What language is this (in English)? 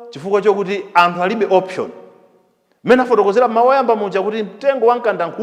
Nyanja